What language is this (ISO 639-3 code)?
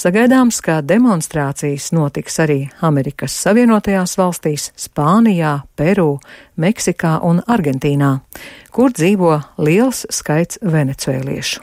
lav